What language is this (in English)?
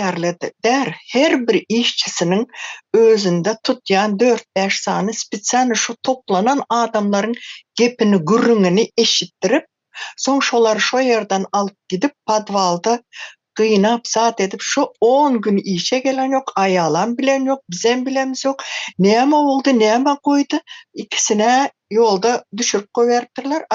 Turkmen